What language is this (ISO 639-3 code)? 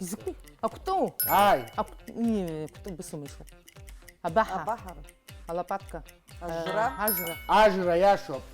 abk